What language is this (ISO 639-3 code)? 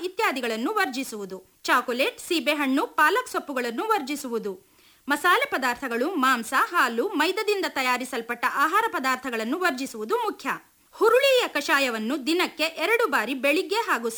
kan